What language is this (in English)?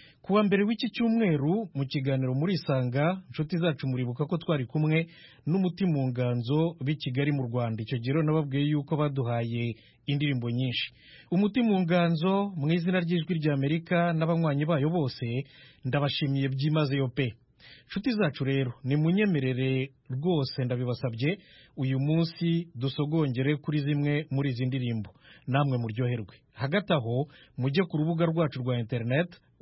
Kinyarwanda